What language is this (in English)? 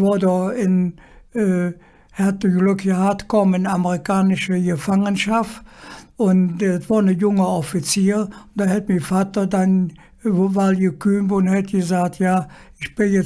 Colognian